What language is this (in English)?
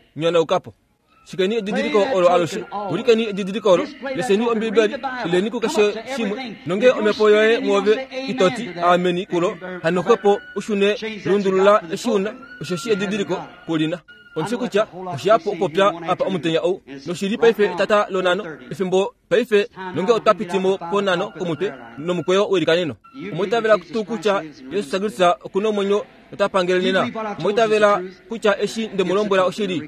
Kuanyama